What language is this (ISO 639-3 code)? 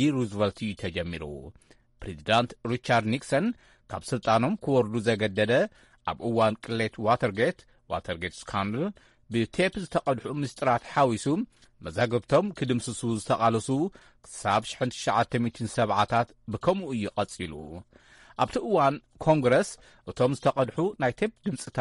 tir